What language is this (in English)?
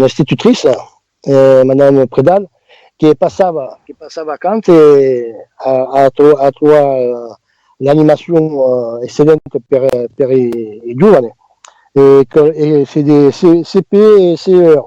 Occitan